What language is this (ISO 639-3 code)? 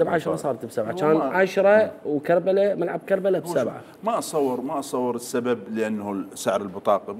acm